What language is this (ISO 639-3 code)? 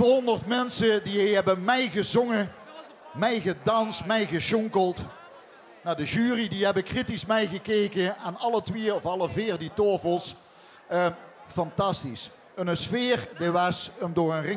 lim